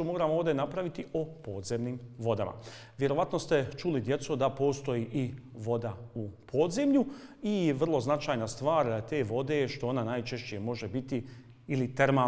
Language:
Bosnian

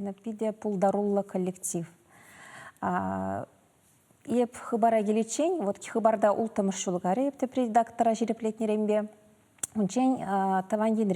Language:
Chuvash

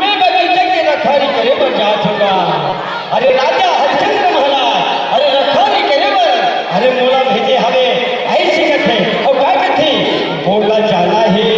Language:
Chhattisgarhi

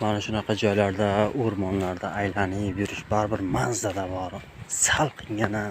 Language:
Uzbek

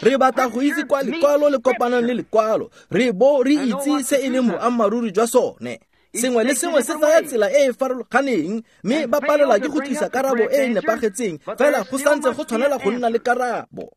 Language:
Tswana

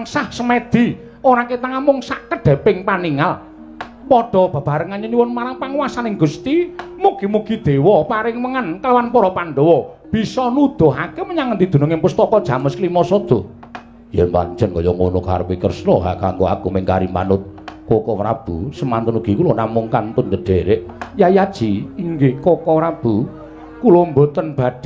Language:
Javanese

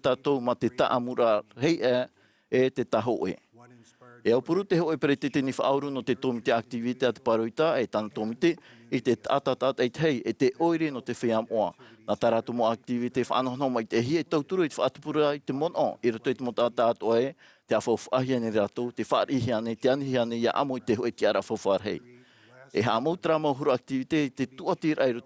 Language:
Tahitian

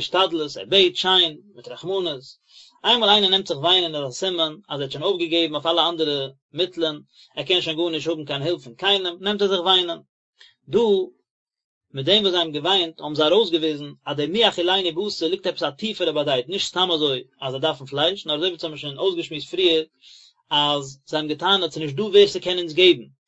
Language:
Yiddish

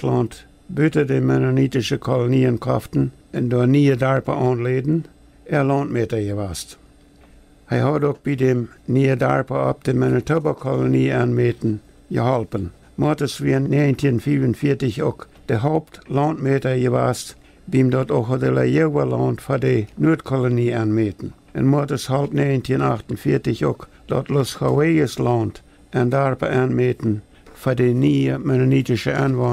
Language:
Plautdietsch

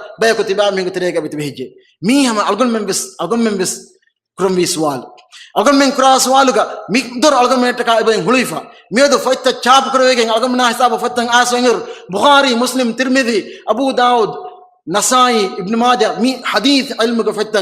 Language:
Divehi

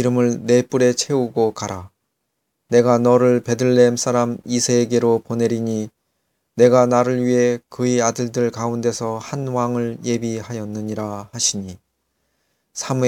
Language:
Korean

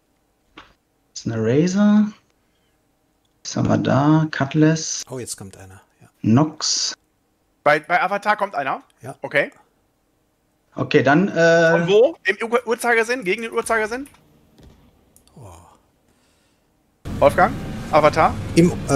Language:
German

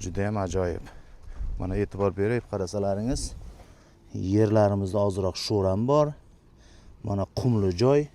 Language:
Uzbek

